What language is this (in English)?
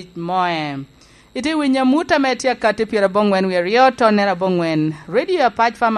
Lango (Uganda)